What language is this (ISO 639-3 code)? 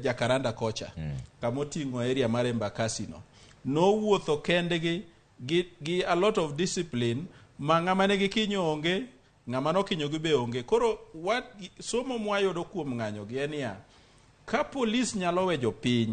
luo